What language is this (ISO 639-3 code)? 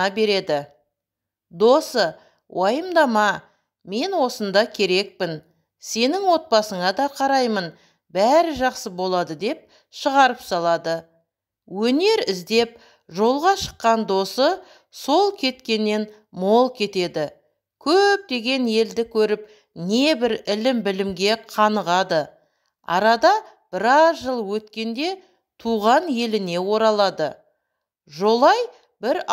kaz